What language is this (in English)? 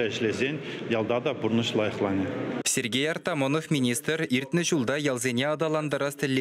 Chuvash